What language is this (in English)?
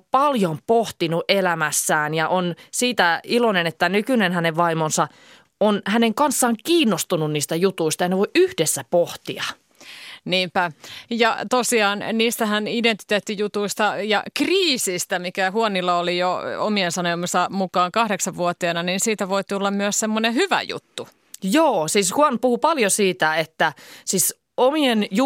Finnish